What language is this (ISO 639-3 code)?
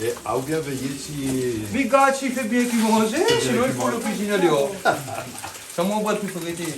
rcf